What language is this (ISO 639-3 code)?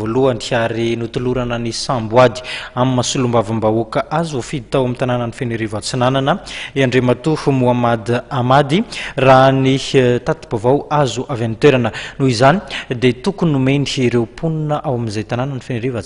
mlg